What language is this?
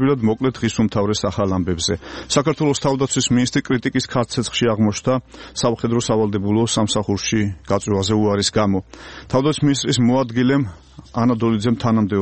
Georgian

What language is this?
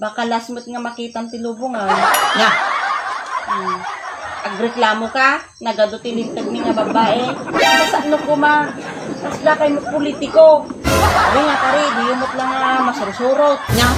Iloko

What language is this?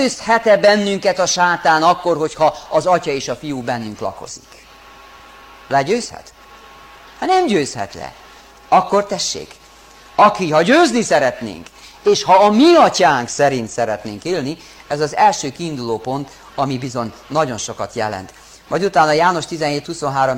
Hungarian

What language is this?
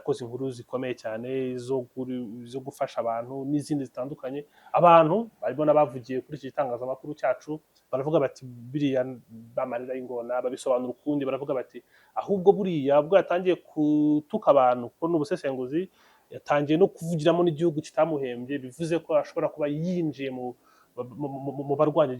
Kinyarwanda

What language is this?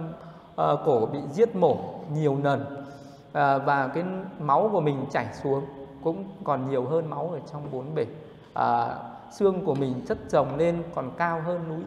Vietnamese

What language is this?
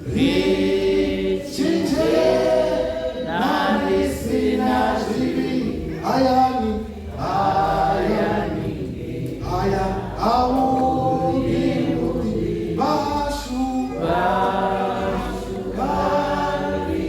Venda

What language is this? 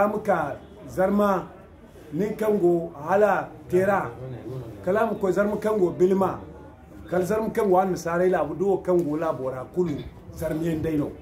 Zarma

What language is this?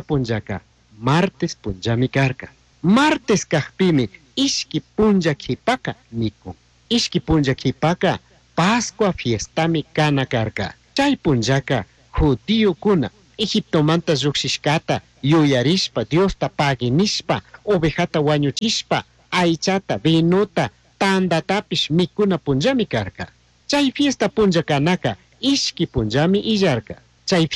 Chimborazo Highland Quichua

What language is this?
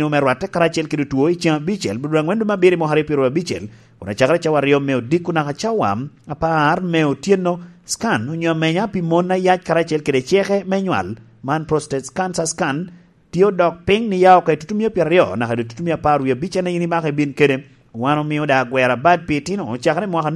Lango (Uganda)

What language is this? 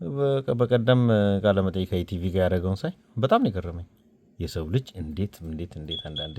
Amharic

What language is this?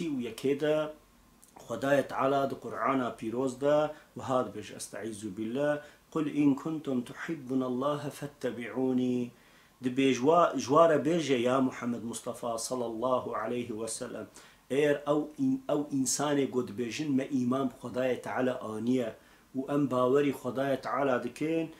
Kurdish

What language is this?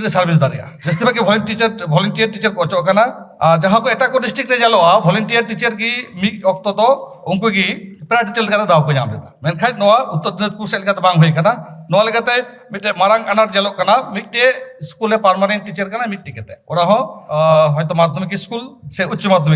Santali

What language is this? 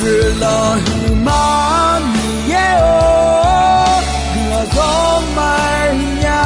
Akha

